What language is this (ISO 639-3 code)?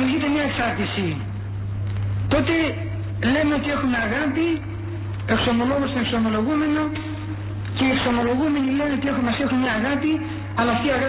ell